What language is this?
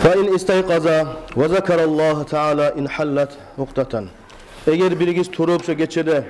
Kumyk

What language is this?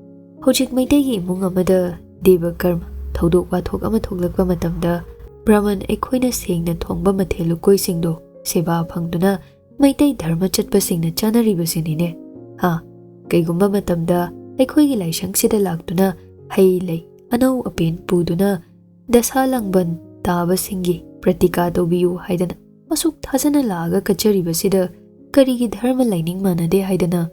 Manipuri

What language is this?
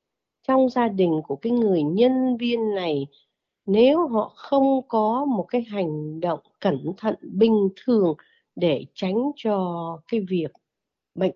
Vietnamese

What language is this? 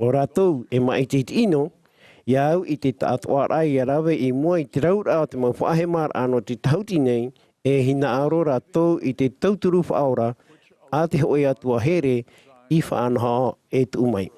Tahitian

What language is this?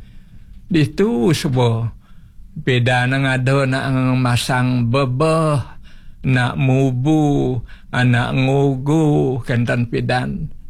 Balinese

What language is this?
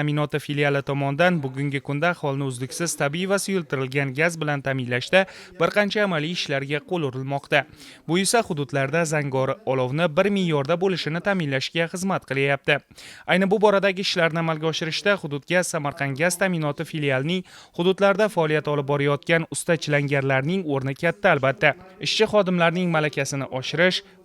Uzbek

